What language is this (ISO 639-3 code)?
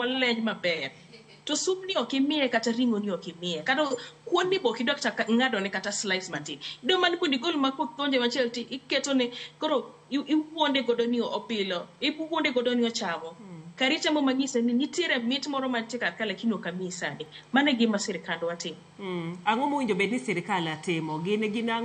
luo